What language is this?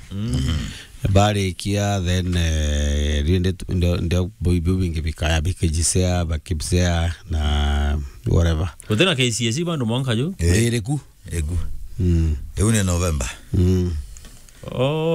Meru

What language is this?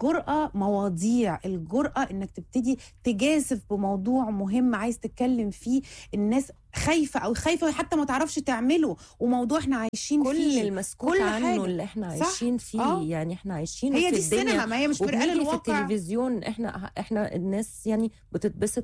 Egyptian Arabic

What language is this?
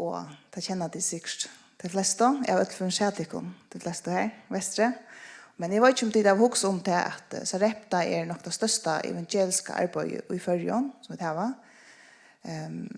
Faroese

